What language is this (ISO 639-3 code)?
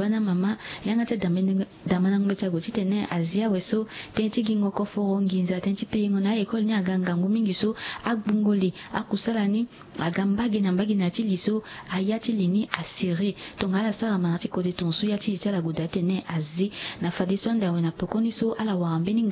sag